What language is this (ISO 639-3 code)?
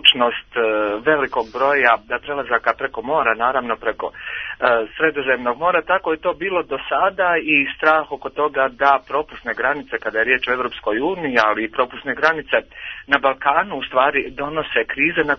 srp